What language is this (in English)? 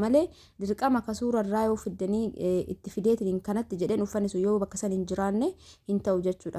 Oromo